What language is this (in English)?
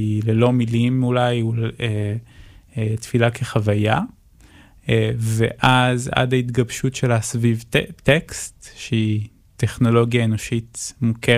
Hebrew